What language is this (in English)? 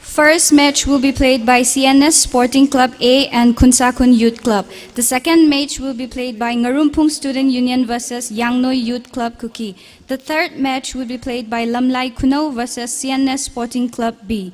Tangkhul Naga (India)